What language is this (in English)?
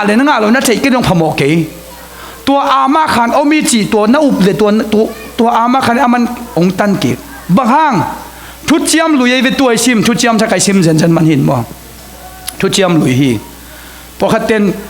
Tedim Chin